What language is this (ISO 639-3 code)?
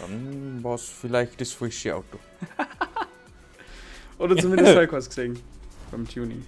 bar